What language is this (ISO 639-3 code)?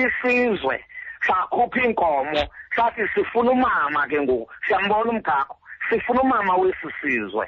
xho